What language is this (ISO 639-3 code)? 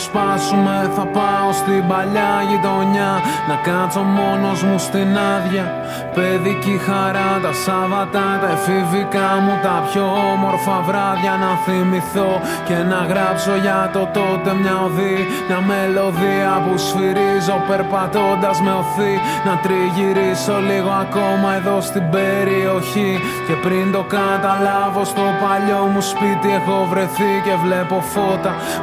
ell